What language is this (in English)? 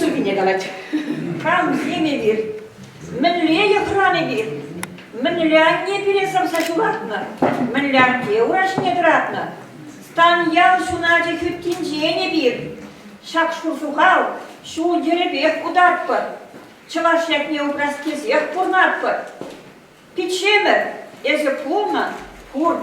Chuvash